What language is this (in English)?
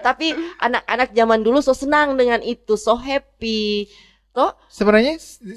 Manado Malay